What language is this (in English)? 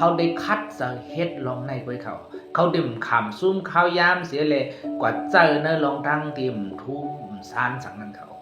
Shan